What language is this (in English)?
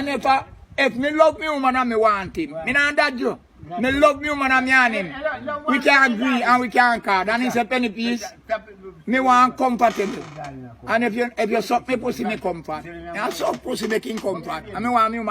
Jamaican Creole English